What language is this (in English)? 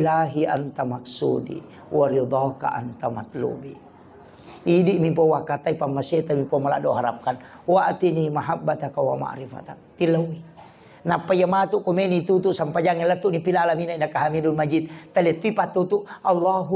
Buginese